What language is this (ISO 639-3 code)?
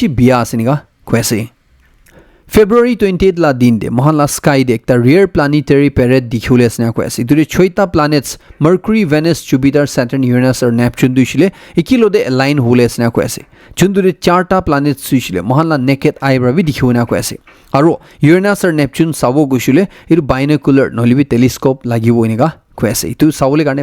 nag